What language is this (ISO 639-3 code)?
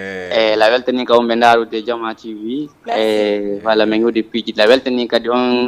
ful